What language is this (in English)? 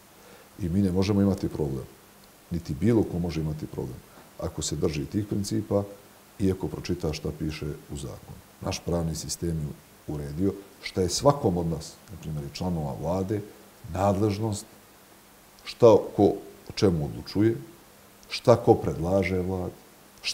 Bosnian